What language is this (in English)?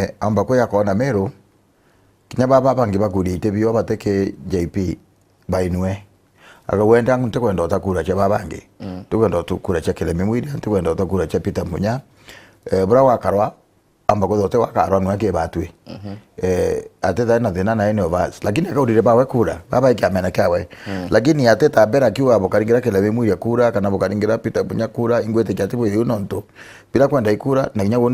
Meru